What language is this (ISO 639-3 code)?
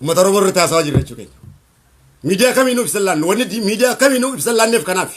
orm